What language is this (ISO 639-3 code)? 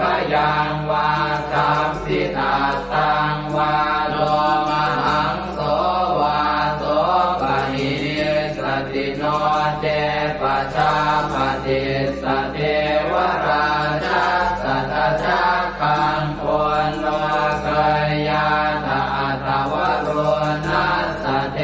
pli